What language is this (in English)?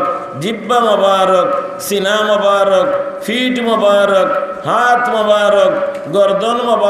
Sylheti